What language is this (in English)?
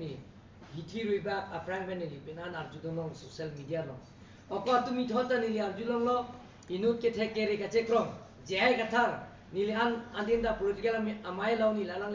Karbi